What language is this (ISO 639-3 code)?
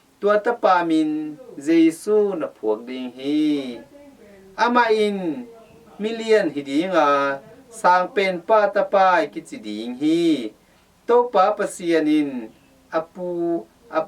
ctd